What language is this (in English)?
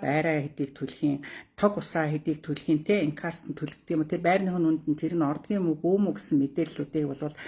Mongolian